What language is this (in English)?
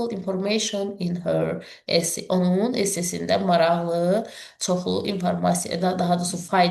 Azerbaijani